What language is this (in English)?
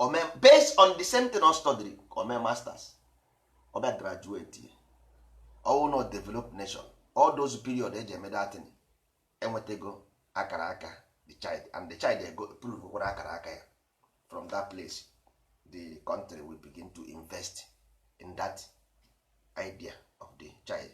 Igbo